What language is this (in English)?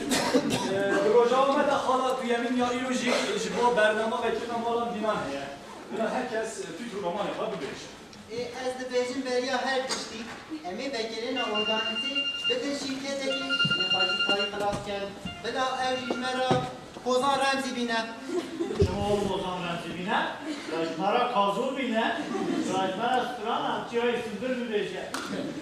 Kurdish